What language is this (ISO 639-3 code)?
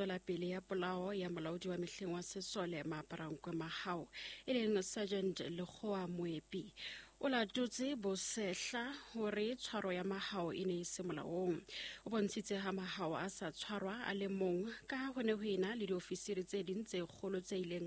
sot